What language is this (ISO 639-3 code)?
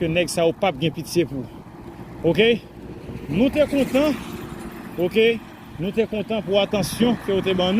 hat